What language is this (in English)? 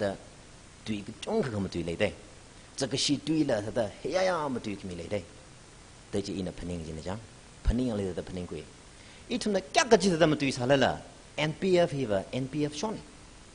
Tangkhul Naga (India)